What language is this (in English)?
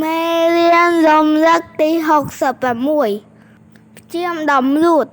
Khmer